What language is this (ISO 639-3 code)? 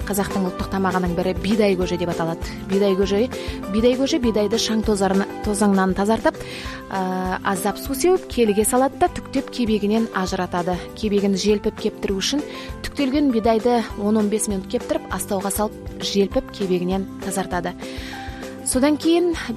kaz